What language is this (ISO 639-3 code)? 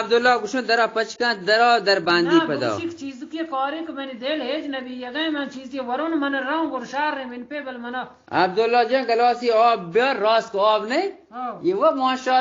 bgp